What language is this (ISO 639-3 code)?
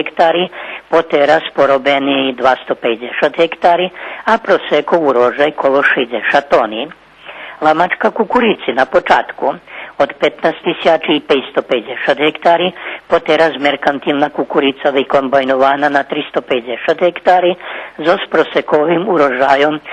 rue